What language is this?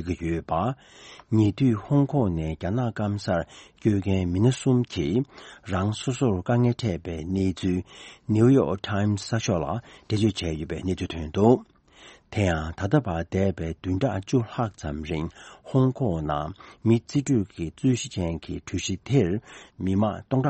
Tibetan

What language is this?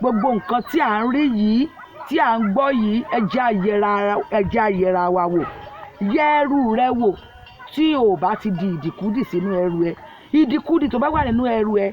Yoruba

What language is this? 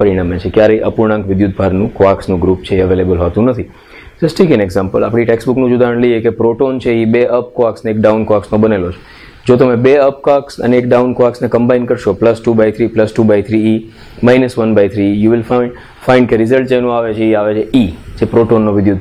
Gujarati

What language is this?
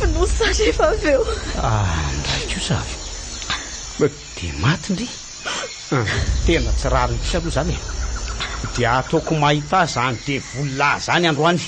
Malagasy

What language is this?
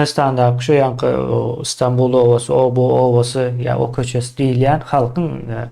Turkmen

